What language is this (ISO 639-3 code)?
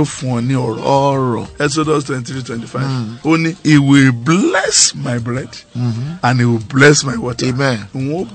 yor